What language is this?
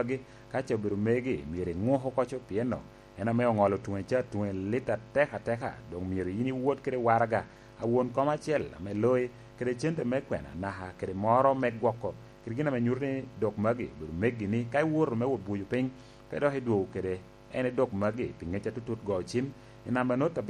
Lango (Uganda)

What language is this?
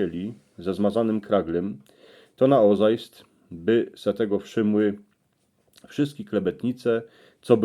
Silesian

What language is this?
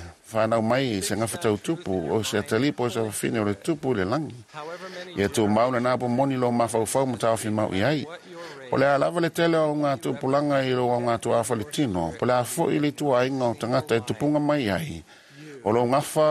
Samoan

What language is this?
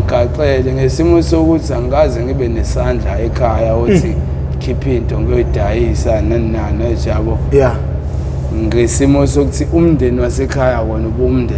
Zulu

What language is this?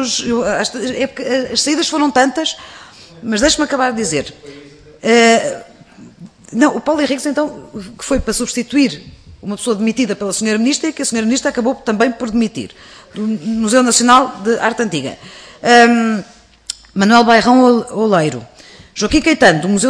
Portuguese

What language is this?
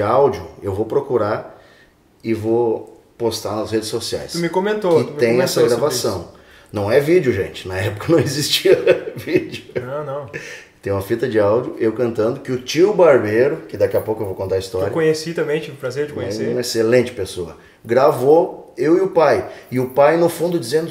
Portuguese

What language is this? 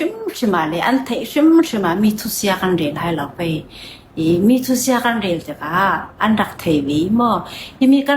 Falam Chin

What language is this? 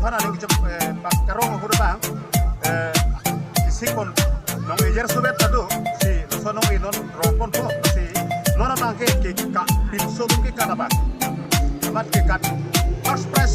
Karbi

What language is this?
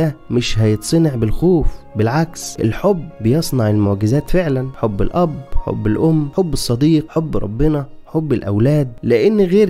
Egyptian Arabic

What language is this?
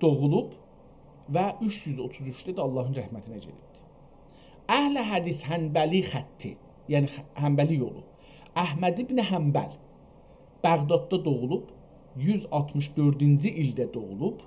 South Azerbaijani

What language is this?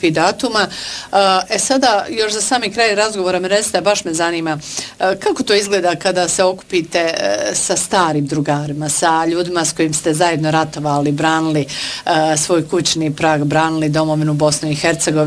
Bosnian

